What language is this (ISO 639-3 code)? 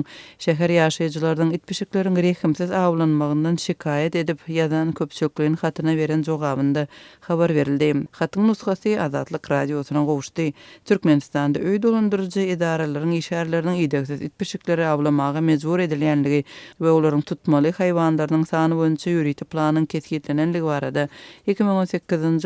tuk